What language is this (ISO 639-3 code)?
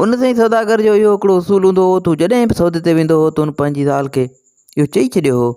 snd